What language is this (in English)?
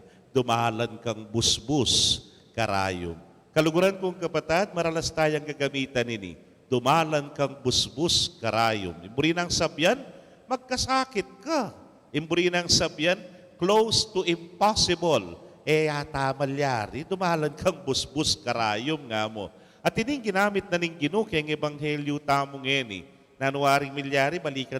Pampanga